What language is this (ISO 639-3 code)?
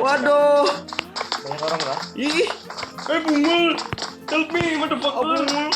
bjn